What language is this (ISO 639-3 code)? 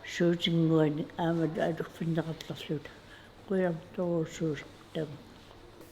kal